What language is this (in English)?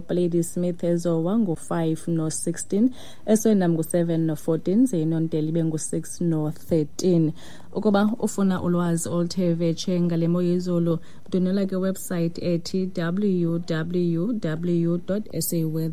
Xhosa